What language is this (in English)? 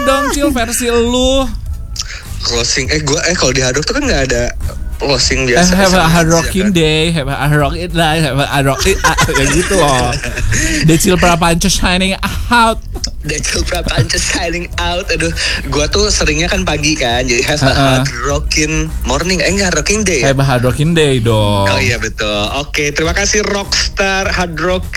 Indonesian